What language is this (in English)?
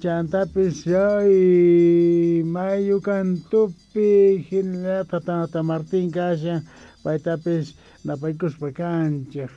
Quechua